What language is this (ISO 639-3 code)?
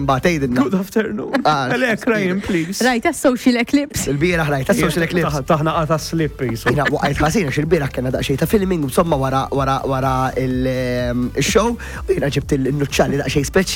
mlt